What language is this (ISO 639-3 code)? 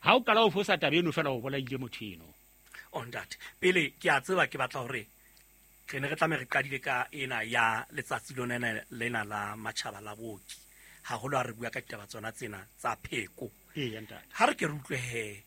sot